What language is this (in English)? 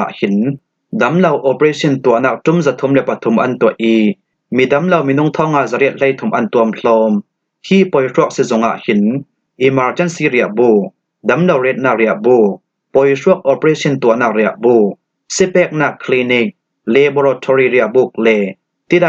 Falam Chin